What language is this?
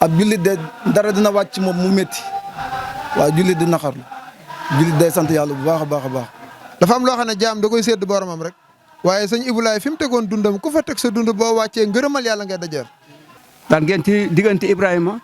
Wolof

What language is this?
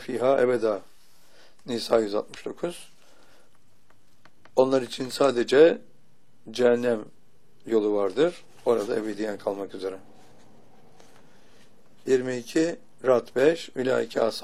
Turkish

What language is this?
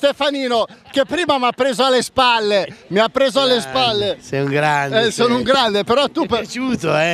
Italian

